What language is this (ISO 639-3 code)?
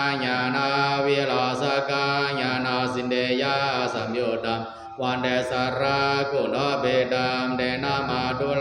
pli